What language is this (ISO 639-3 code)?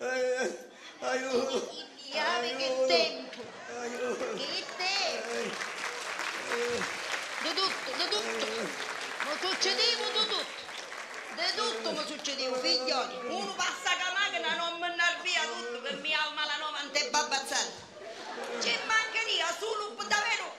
scn